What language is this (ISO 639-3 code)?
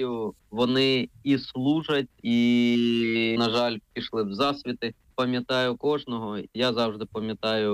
ukr